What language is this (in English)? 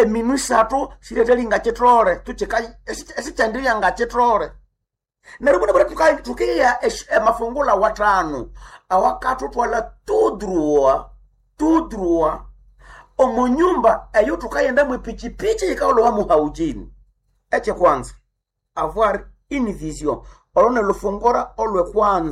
Nande